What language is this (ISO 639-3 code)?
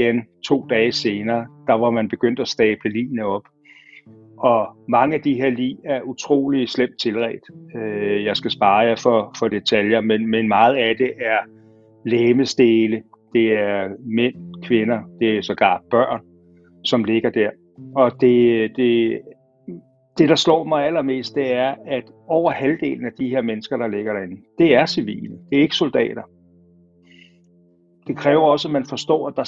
dan